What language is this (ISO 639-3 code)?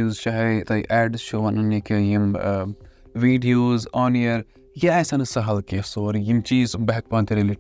kas